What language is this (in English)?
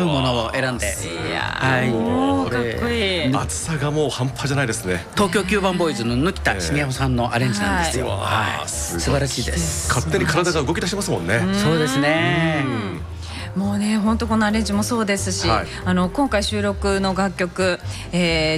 Japanese